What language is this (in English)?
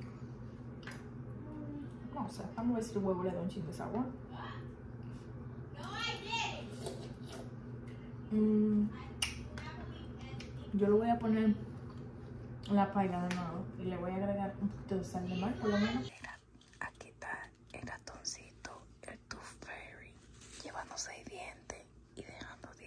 Spanish